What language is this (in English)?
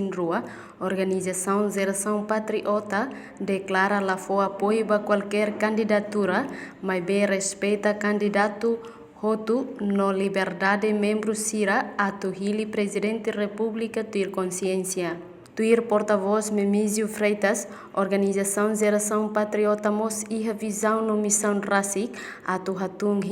Tetum